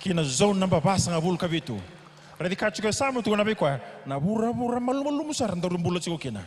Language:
Fijian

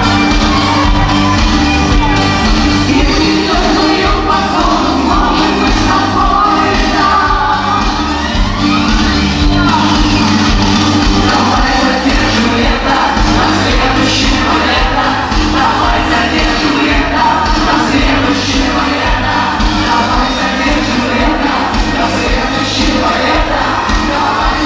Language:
Russian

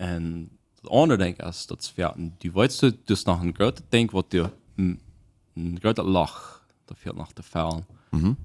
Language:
Plautdietsch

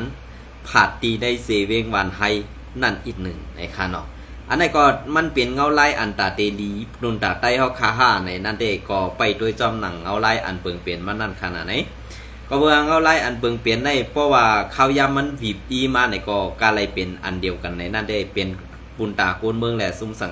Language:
Shan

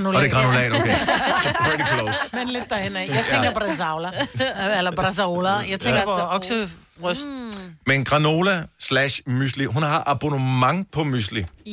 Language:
Danish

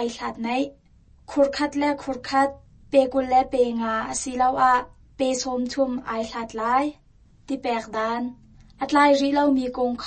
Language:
Hakha Chin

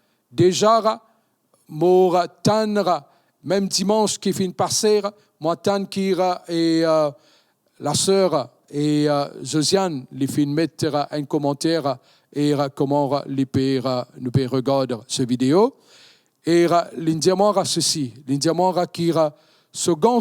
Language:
Morisyen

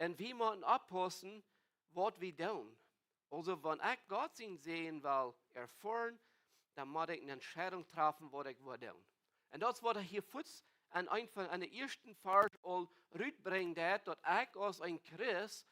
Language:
Plautdietsch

